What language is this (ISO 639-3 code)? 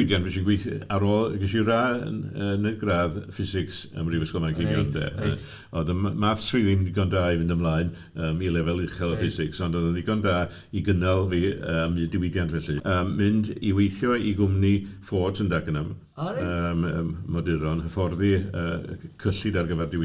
cym